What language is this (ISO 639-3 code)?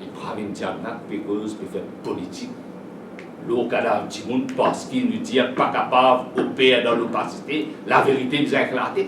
mfe